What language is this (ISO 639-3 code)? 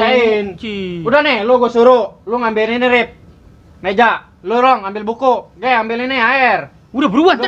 bew